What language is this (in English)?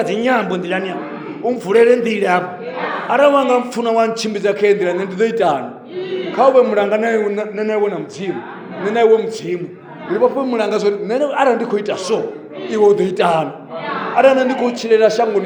Venda